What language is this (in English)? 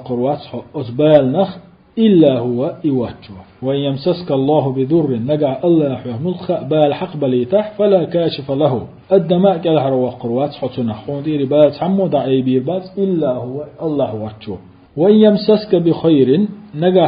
Chechen